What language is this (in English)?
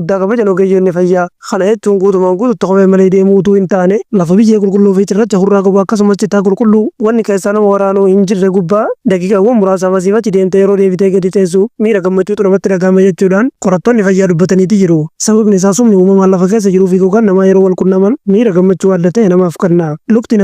Oromo